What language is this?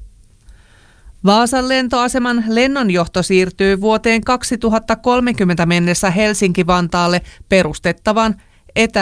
Finnish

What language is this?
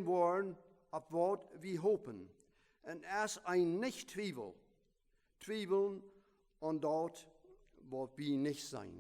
Plautdietsch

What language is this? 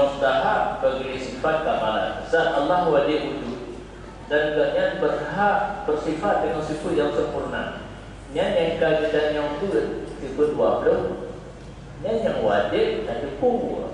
Achinese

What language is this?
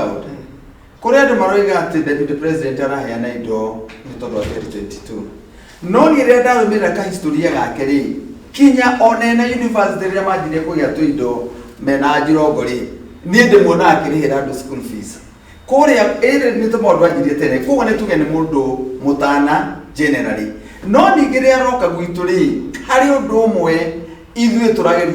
Kikuyu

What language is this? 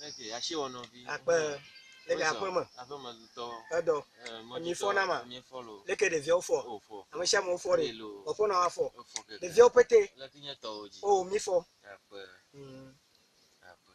Ewe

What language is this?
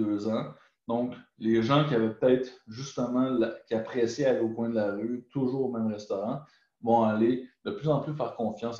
French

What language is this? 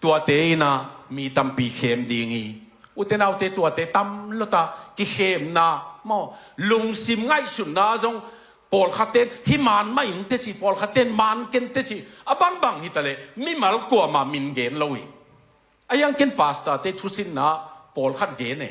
Tedim Chin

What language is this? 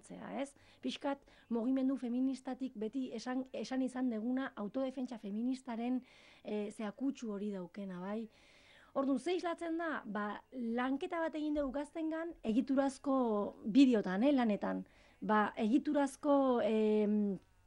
Basque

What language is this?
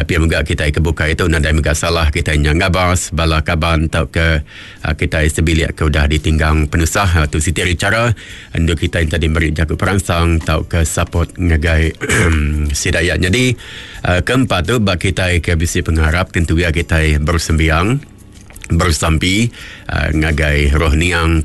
Iban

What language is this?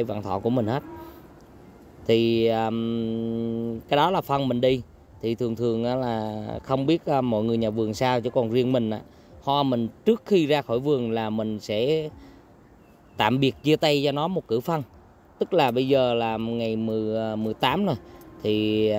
Vietnamese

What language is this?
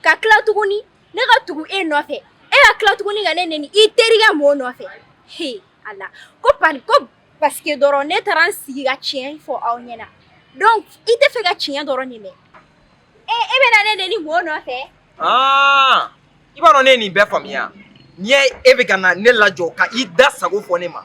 Bambara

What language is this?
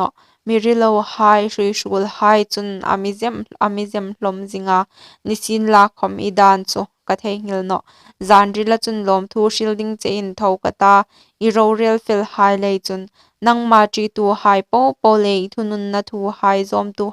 Hmar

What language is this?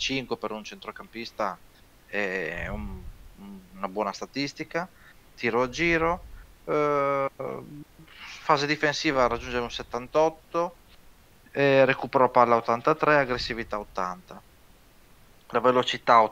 Italian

